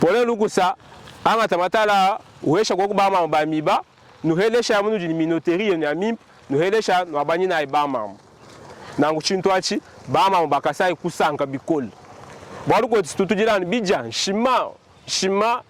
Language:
Luba-Lulua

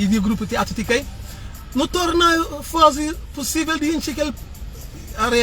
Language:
Kabuverdianu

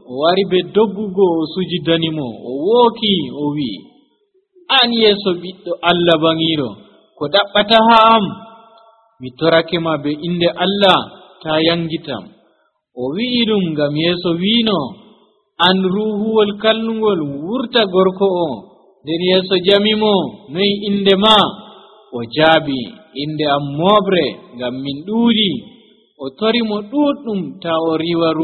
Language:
Nigerian Fulfulde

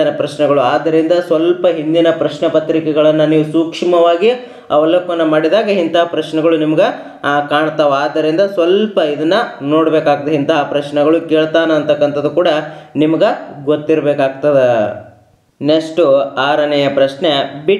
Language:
Kannada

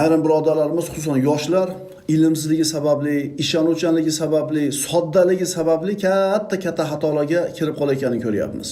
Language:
Uzbek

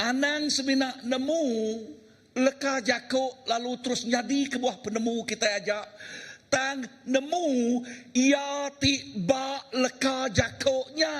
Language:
Iban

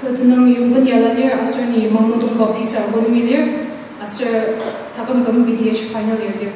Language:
Ao Naga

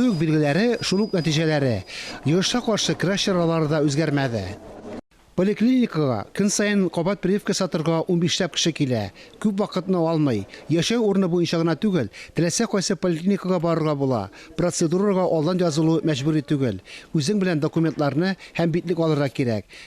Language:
Tatar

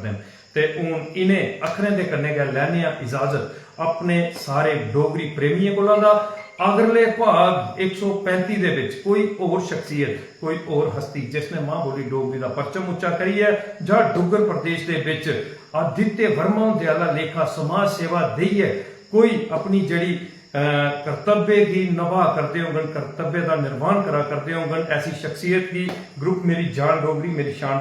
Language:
Dogri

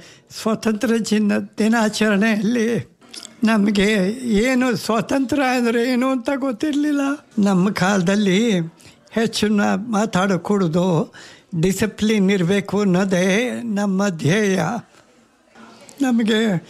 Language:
Kannada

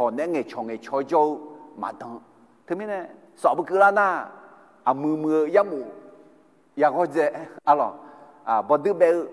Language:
Akha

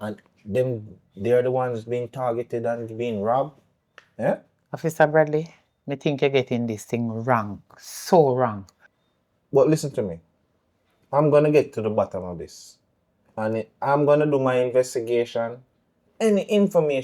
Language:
Jamaican Creole English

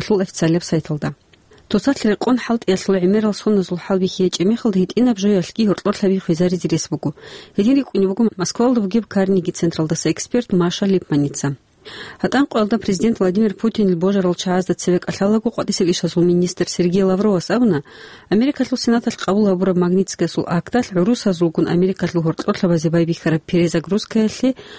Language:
Avaric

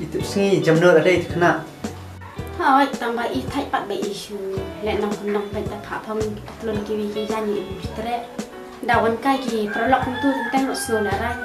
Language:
Khasi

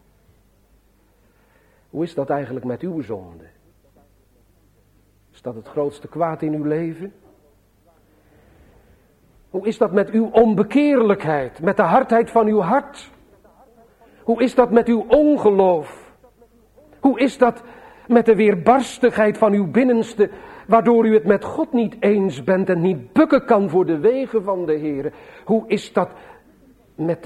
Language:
Dutch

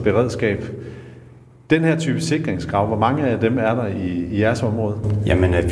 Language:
Danish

